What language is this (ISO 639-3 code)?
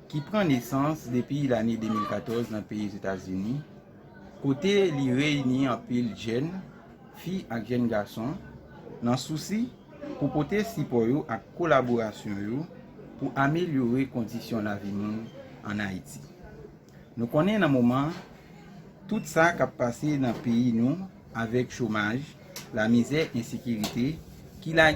hat